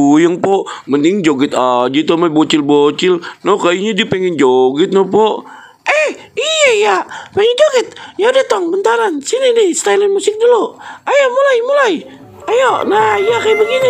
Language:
Betawi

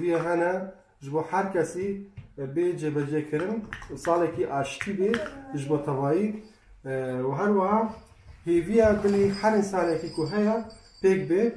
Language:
Kurdish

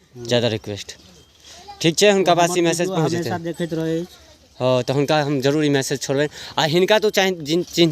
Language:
Maithili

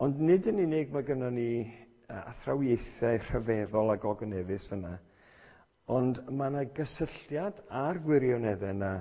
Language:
Welsh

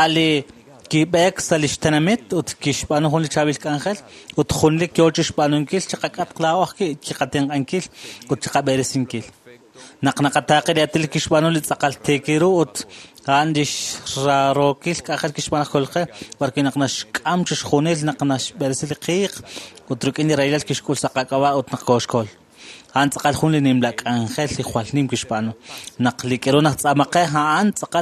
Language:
Kekchí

